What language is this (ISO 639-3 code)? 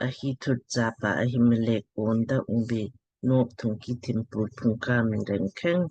lmk